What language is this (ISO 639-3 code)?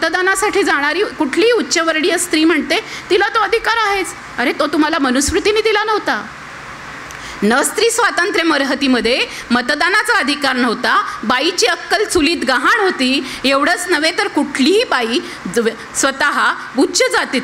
mar